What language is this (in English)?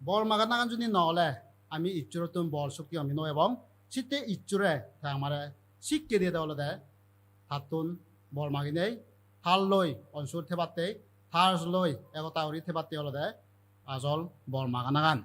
Chakma